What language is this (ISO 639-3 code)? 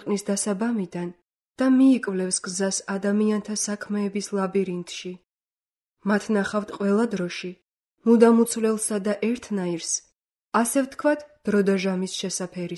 kat